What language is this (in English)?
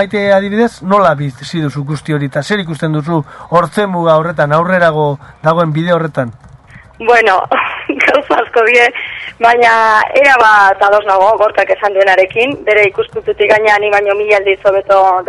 Basque